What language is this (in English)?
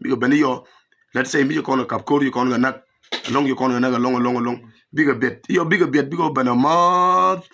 Nuer